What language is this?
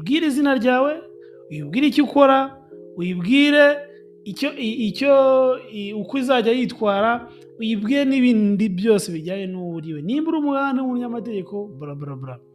Kinyarwanda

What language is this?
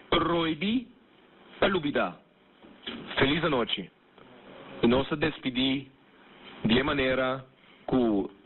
Papiamento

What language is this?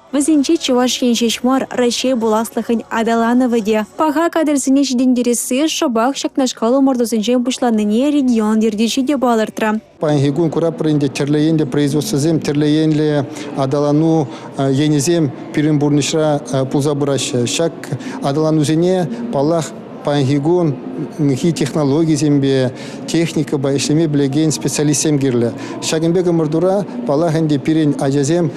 Chuvash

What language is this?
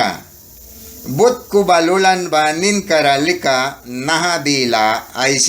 Mískito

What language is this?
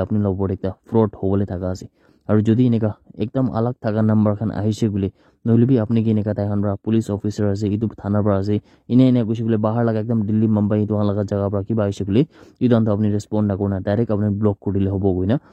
Naga Pidgin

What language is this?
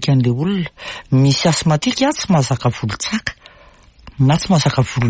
Malagasy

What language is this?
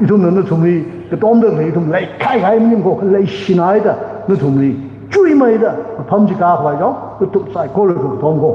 Tangkhul Naga (India)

